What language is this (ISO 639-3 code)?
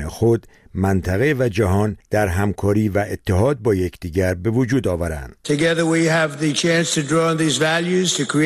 fas